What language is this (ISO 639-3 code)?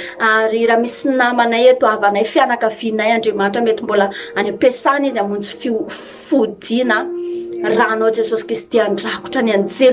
mlg